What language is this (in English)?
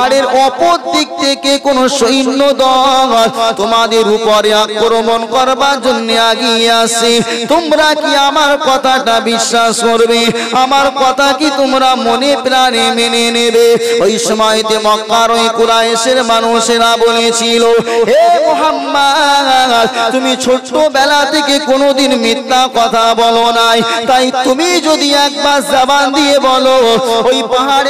Bangla